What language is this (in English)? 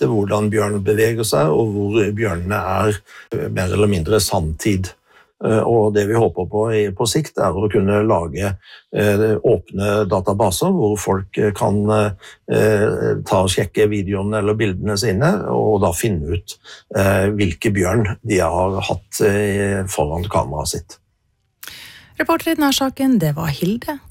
Norwegian